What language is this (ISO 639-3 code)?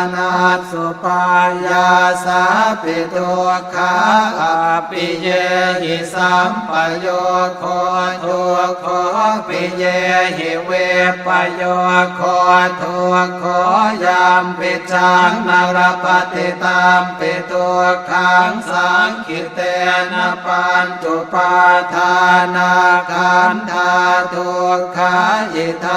pli